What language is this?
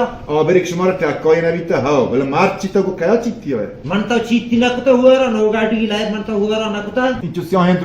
Baluchi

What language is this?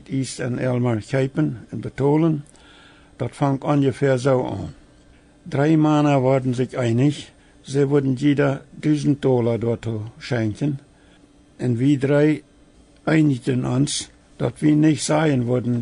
Plautdietsch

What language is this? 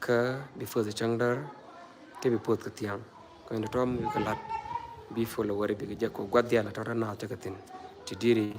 Nuer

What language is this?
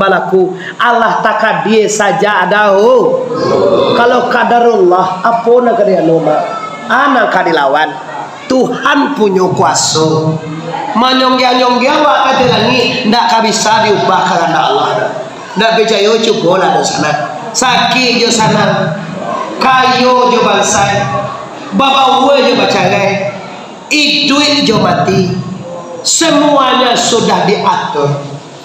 Minangkabau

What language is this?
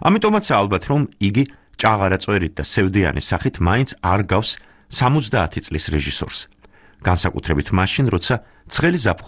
Georgian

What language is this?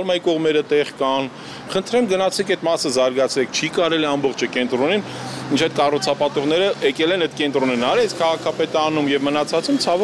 Armenian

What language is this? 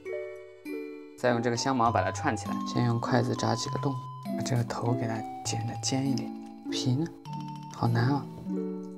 Chinese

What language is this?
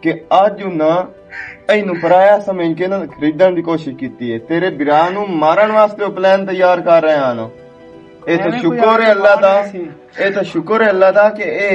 Western Panjabi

